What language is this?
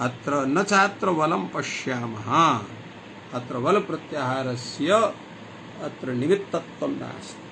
Sanskrit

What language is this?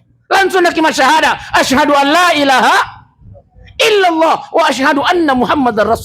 Buginese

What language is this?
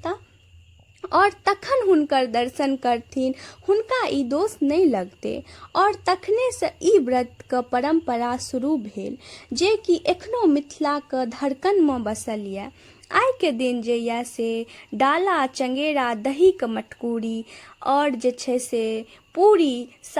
Maithili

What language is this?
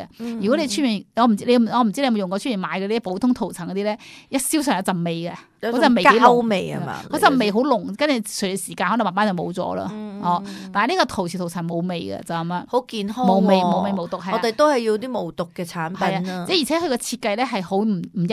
Cantonese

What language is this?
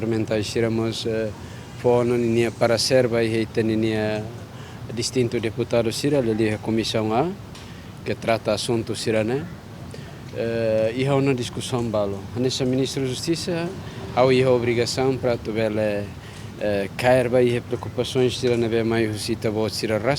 Tetum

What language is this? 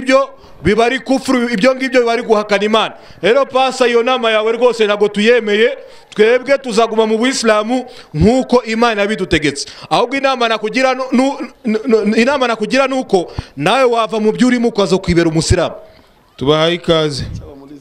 Kinyarwanda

